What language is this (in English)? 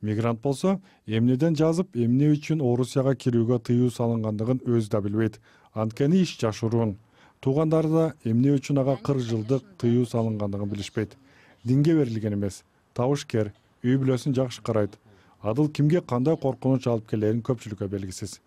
Kyrgyz